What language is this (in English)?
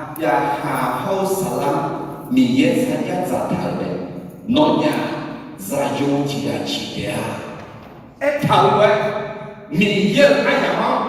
Akha